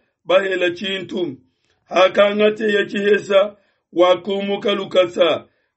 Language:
Luba-Lulua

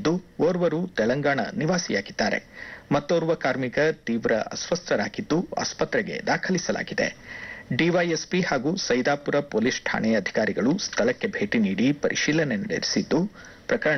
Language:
Kannada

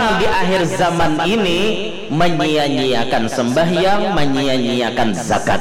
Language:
Banjar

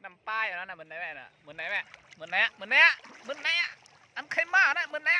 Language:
Shan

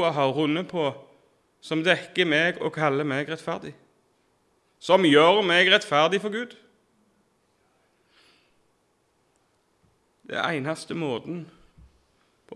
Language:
Norwegian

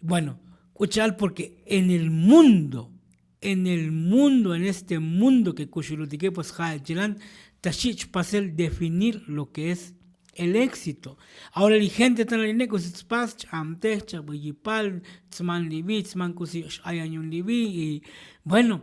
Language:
Tzotzil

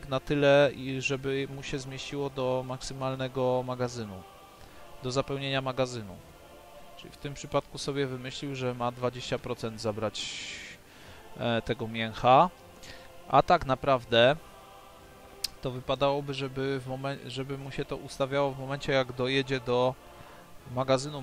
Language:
Polish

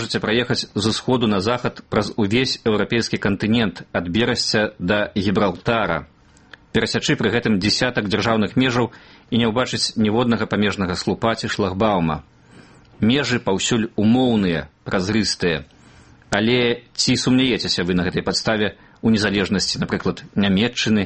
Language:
Belarusian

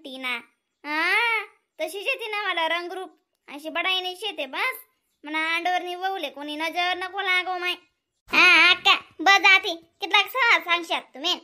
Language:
Khandesi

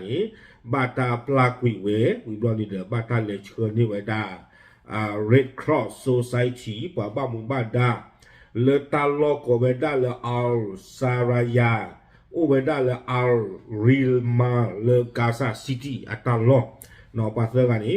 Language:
S'gaw Karen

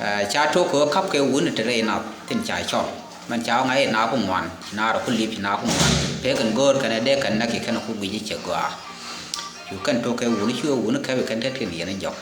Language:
Nuer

